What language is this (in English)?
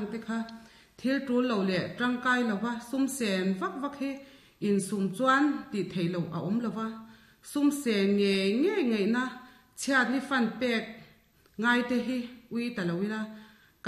Mizo